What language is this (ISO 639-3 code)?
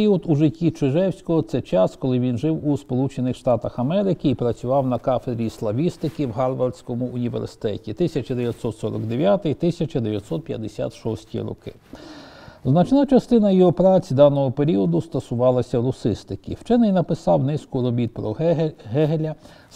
ukr